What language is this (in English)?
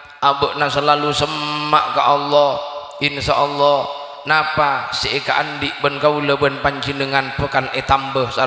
Madurese